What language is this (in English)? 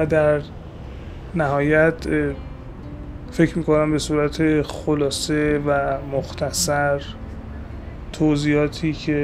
Persian